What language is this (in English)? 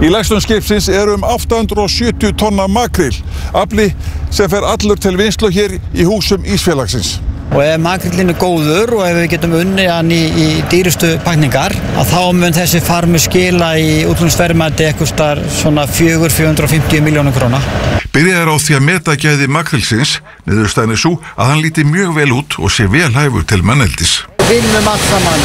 Icelandic